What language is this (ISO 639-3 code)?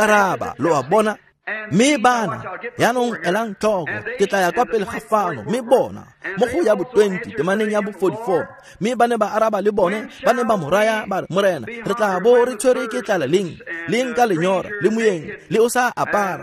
tsn